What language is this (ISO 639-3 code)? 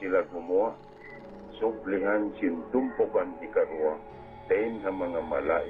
tsg